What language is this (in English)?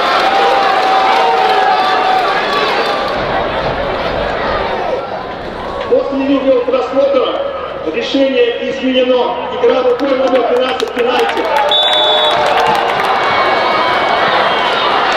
Russian